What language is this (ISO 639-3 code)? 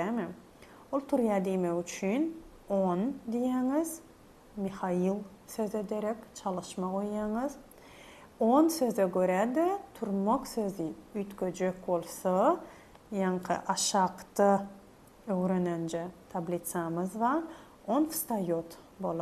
tuk